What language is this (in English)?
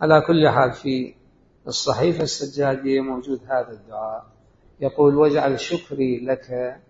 Mesopotamian Arabic